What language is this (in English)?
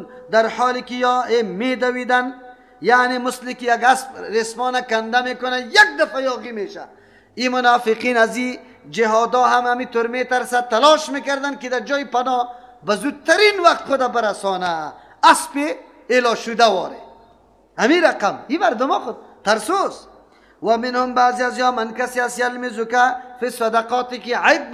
Persian